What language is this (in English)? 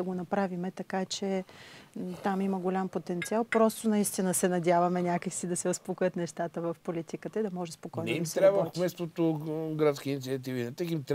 Bulgarian